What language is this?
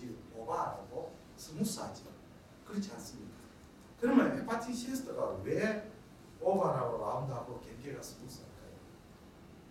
Korean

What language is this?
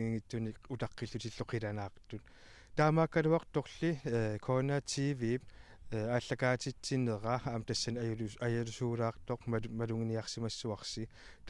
Kalaallisut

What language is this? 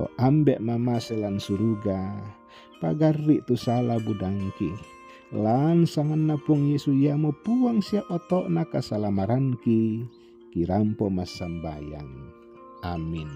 Toraja-Sa'dan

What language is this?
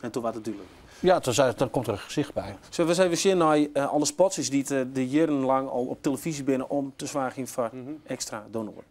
Western Frisian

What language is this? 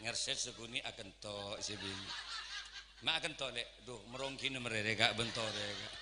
Madurese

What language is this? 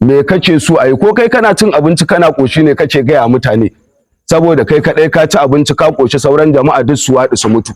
Hausa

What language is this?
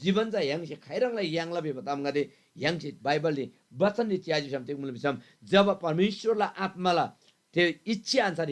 Eastern Tamang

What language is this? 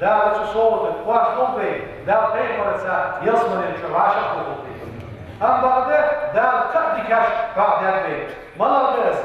Ingush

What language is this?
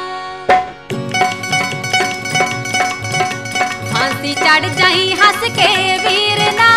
Punjabi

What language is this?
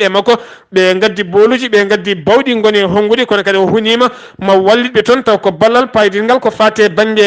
Fula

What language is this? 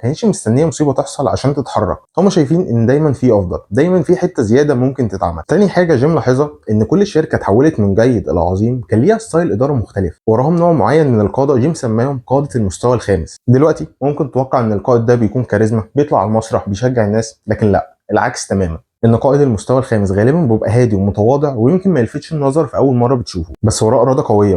Egyptian Arabic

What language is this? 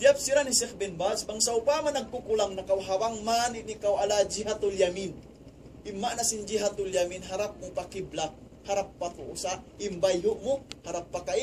Tausug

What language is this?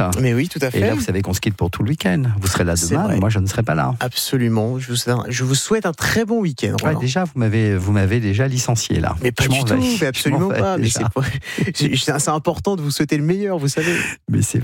French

